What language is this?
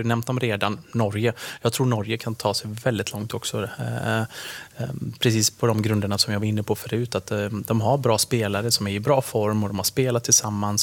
Swedish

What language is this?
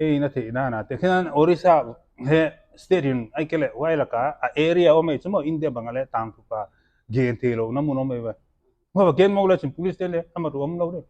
Paite Chin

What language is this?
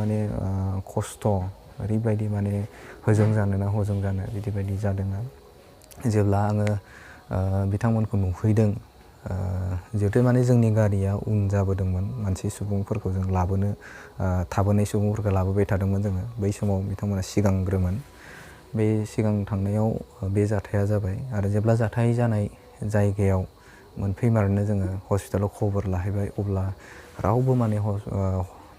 Bodo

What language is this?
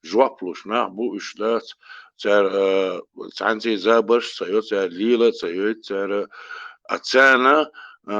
Chechen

